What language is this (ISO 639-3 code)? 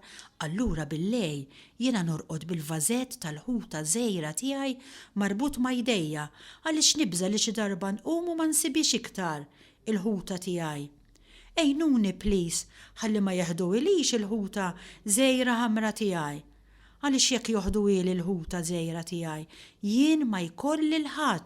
mlt